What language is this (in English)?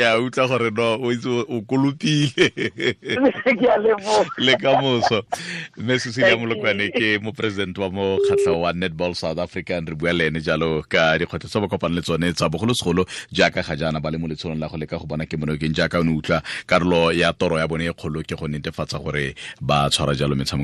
Tswana